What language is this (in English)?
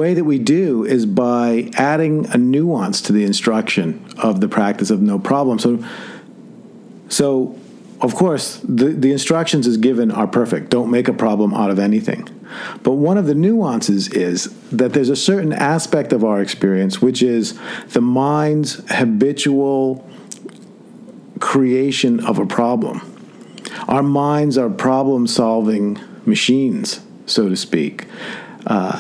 English